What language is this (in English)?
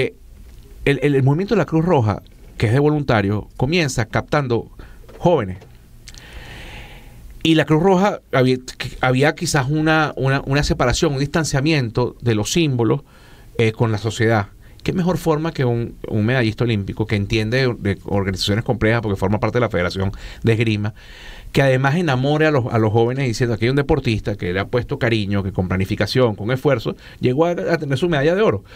Spanish